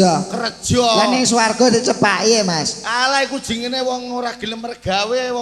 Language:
Javanese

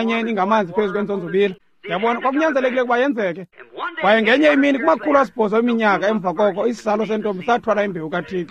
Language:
Xhosa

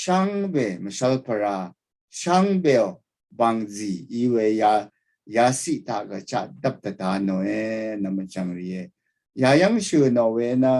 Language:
Rawang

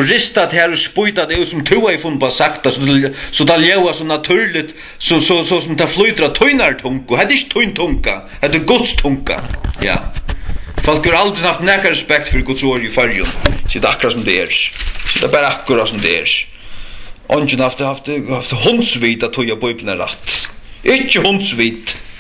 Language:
Faroese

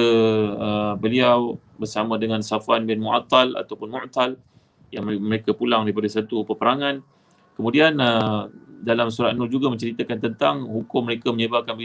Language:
Malay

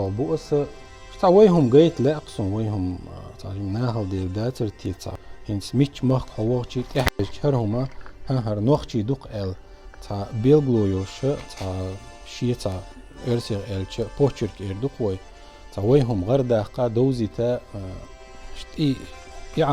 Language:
Chechen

